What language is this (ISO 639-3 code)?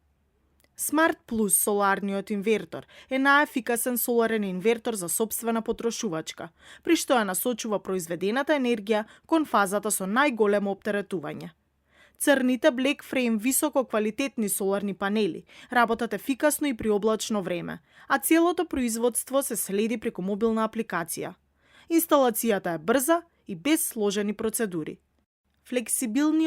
mkd